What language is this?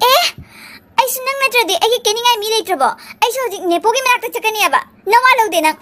Manipuri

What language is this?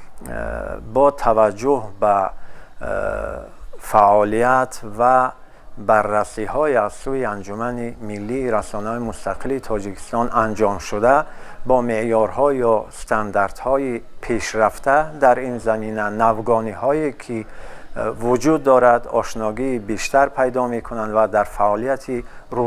Tajik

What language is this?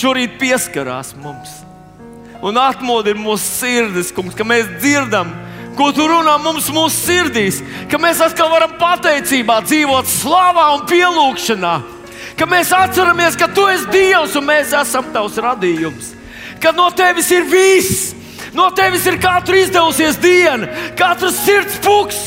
Latvian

